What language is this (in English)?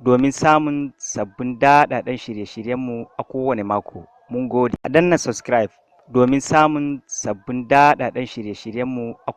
Hausa